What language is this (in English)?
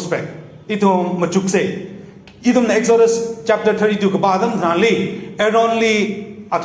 Tangkhul Naga (India)